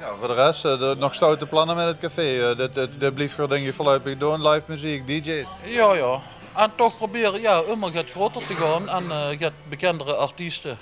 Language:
Limburgish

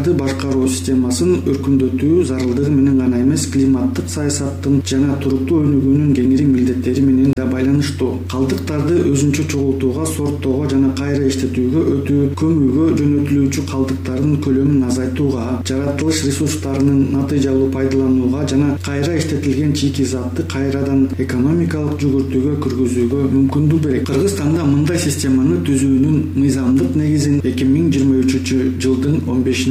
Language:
Kyrgyz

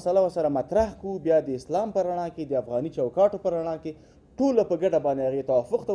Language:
Pashto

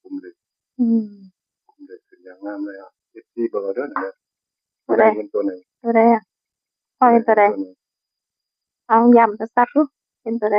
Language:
Northeastern Thai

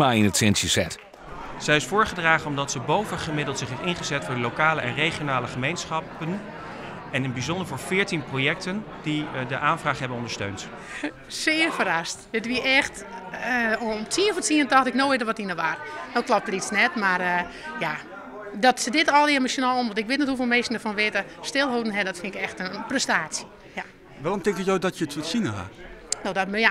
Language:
Western Frisian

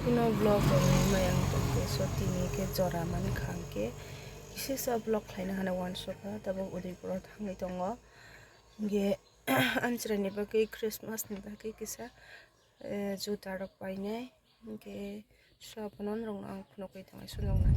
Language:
Kok Borok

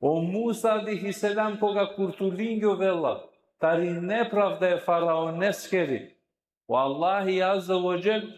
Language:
Balkan Romani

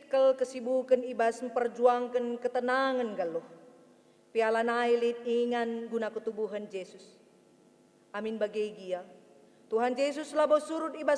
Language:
Batak Karo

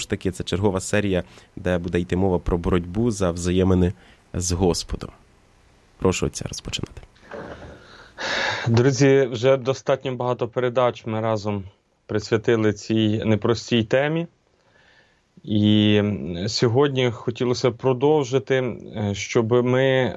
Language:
Ukrainian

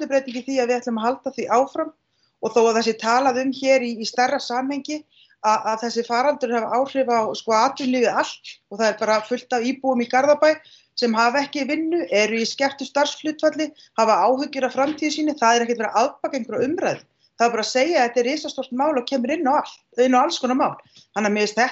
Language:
Icelandic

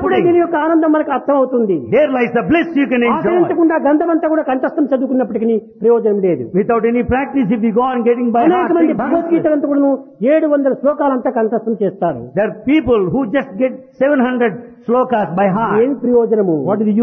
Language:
Telugu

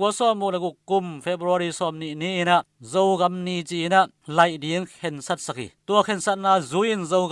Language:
Tedim Chin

